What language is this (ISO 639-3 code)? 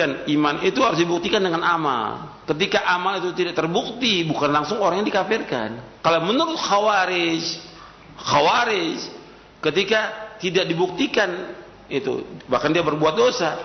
ind